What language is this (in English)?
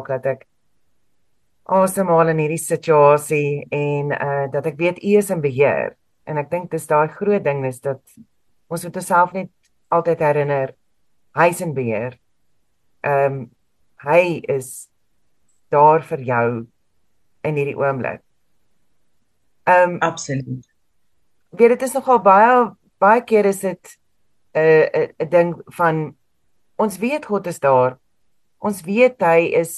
Afrikaans